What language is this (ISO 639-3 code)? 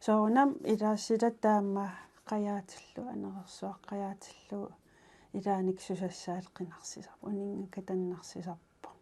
kal